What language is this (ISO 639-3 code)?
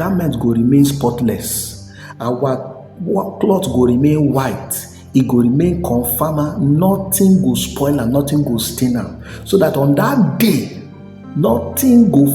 pcm